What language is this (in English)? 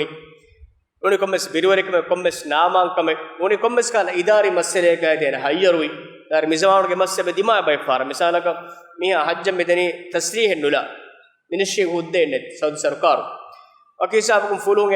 Divehi